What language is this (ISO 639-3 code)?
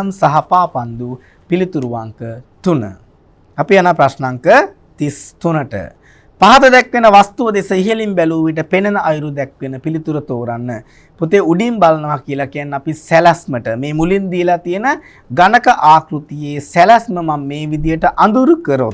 sin